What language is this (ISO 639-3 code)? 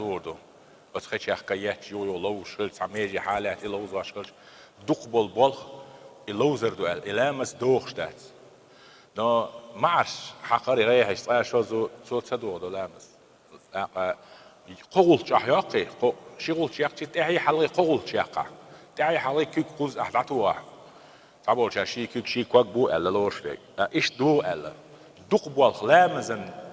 che